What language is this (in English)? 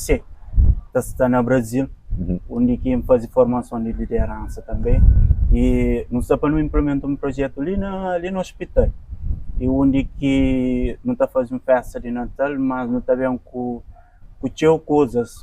Kabuverdianu